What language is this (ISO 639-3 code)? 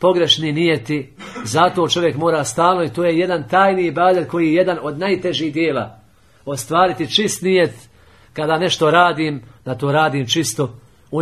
bos